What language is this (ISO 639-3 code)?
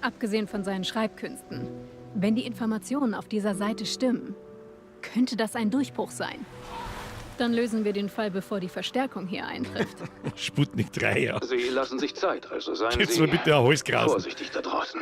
bar